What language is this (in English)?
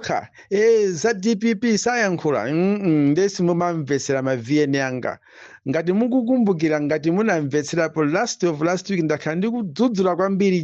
Nyanja